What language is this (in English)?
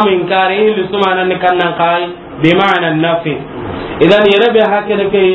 Soninke